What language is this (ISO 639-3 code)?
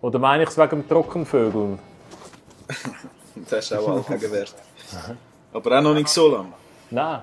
gsw